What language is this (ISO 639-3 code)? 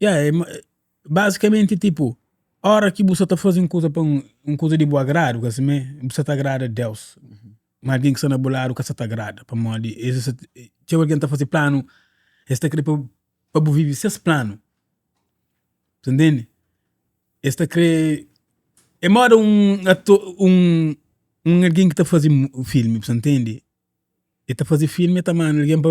kea